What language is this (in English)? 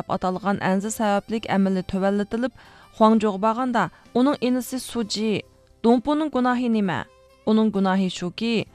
Uyghur